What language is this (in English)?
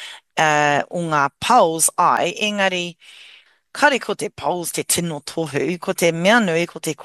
Māori